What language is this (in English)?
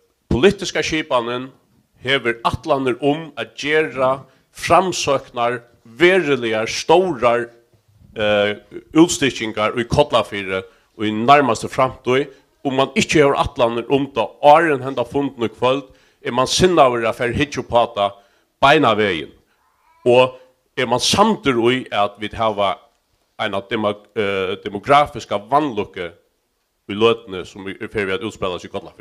Faroese